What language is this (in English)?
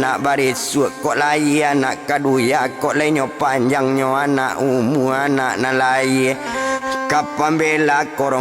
Minangkabau